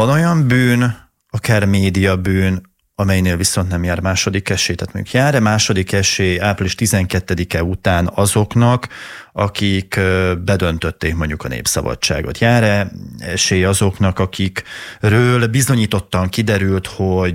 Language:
Hungarian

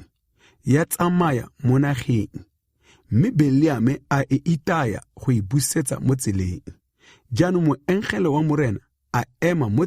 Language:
Tswana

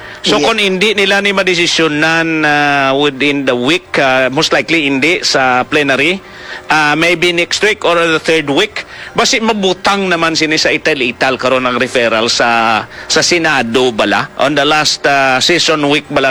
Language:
Hiligaynon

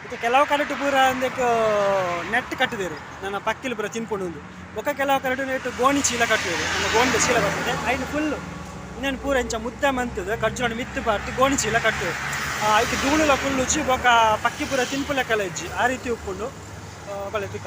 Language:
Tulu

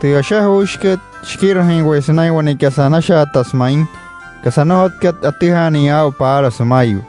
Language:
Wayuu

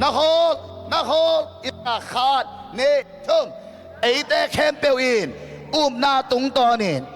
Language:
Tedim Chin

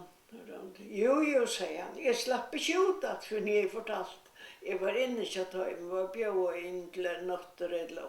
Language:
Faroese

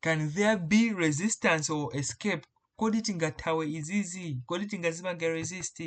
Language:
Nyanja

